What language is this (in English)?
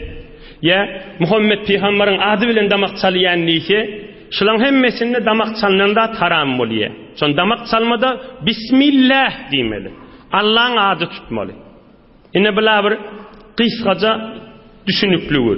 Turkmen